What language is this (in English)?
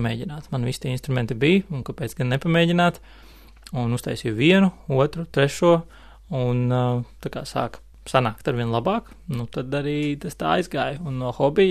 Latvian